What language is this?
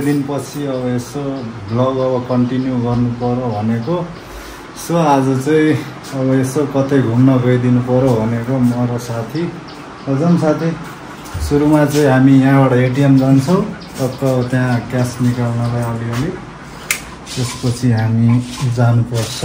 Nepali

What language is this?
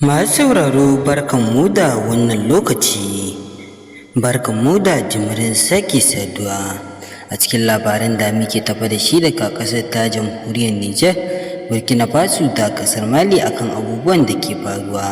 Hausa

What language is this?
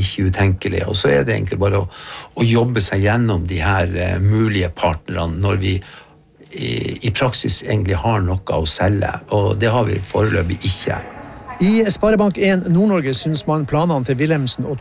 Norwegian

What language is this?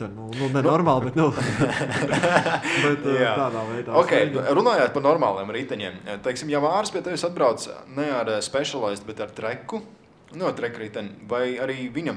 Latvian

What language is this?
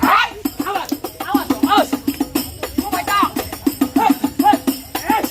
Betawi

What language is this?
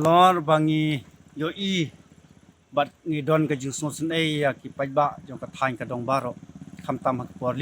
Khasi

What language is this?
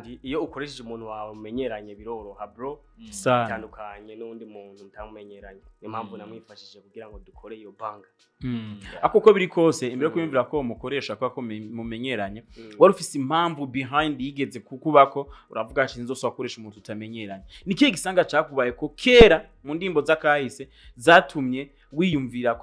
Rundi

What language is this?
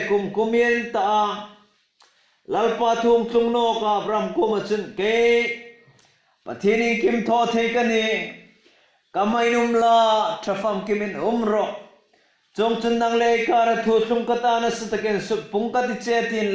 Hmar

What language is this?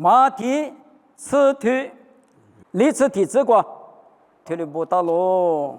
Lisu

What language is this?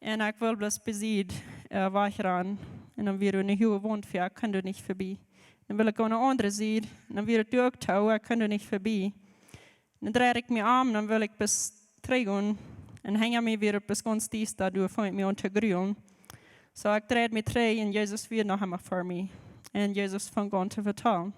Plautdietsch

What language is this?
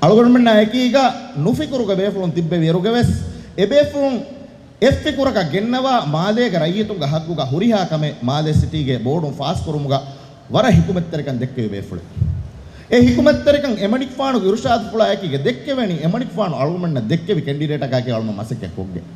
Divehi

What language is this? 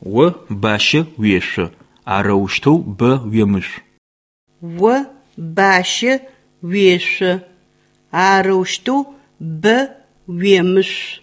Adyghe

